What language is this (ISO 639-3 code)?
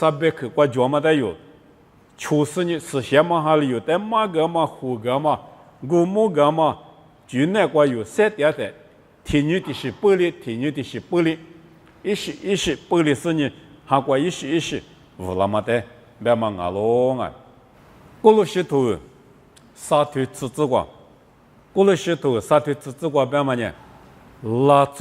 lis